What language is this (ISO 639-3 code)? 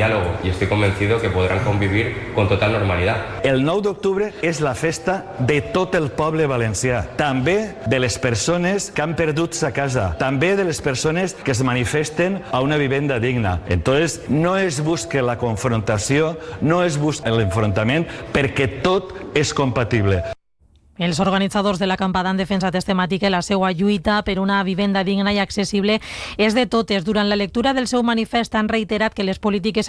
cat